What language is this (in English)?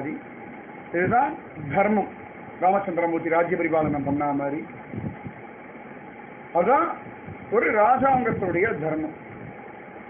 Tamil